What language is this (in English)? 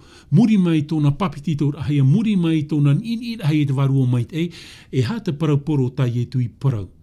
Tahitian